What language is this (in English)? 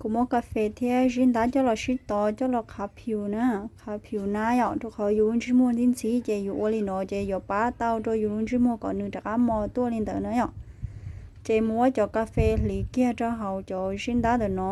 Hmong